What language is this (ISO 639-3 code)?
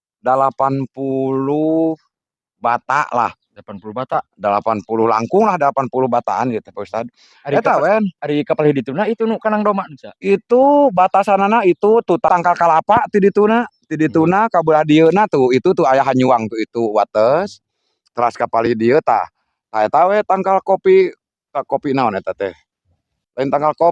sun